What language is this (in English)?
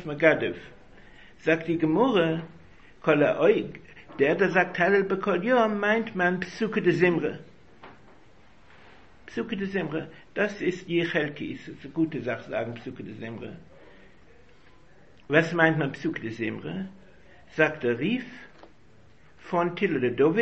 German